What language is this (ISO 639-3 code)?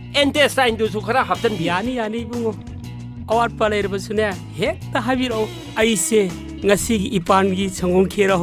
mni